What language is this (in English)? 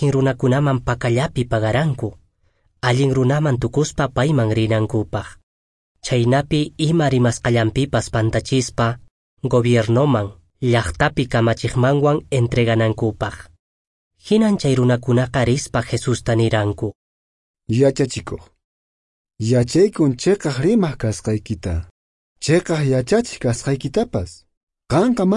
Quechua